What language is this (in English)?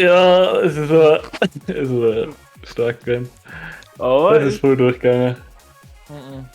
Bavarian